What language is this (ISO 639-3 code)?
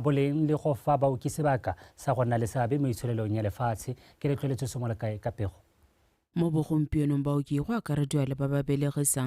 tsn